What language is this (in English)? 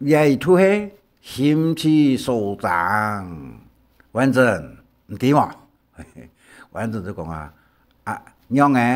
Hakka Chinese